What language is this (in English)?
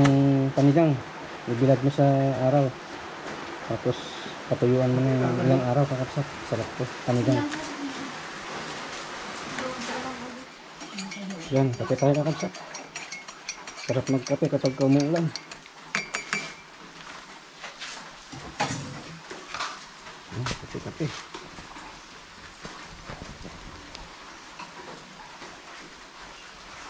Filipino